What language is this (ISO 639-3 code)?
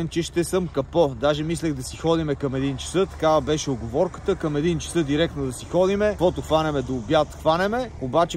bul